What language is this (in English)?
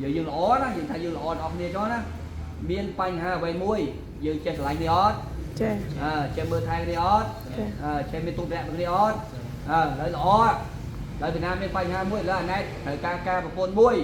Khmer